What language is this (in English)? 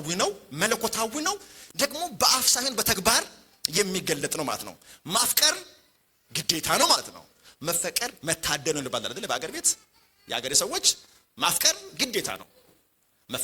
Amharic